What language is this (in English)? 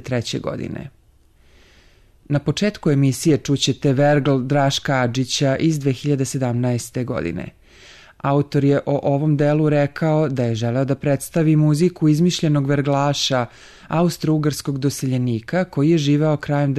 Serbian